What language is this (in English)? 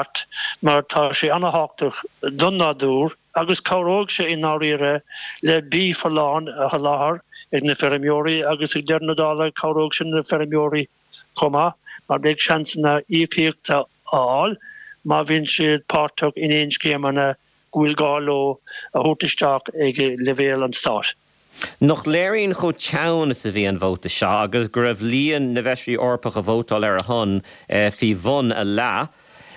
Irish